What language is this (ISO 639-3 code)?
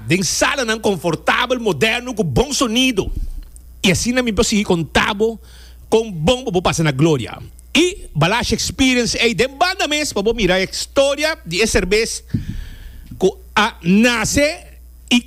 pap